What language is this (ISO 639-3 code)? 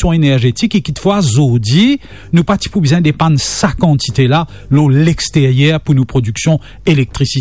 mfe